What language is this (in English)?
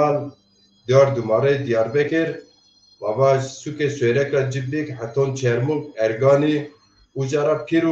Zaza